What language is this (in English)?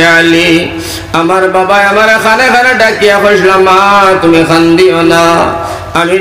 Sylheti